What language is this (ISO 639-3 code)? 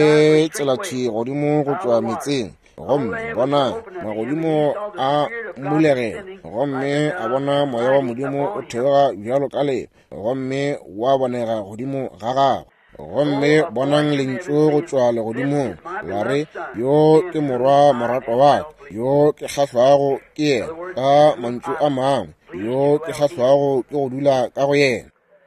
nso